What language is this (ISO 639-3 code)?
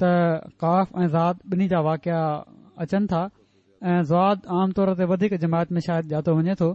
snd